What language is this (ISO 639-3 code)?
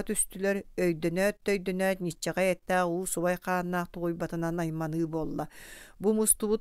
sah